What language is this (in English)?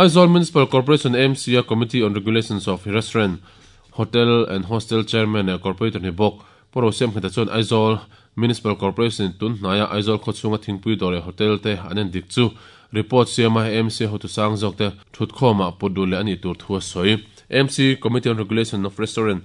Mizo